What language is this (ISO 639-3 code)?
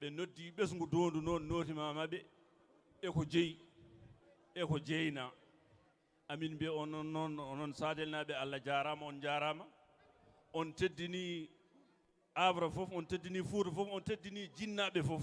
ful